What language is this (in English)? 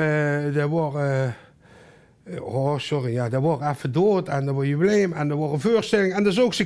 Limburgish